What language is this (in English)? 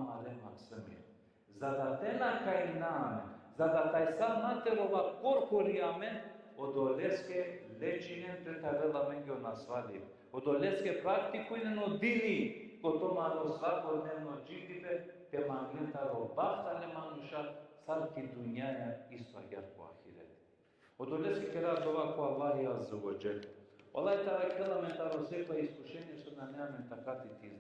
Balkan Romani